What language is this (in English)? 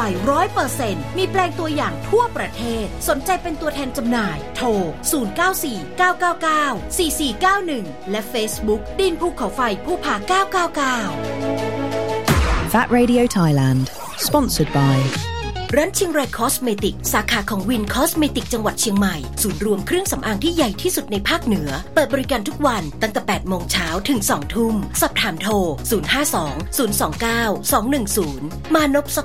Thai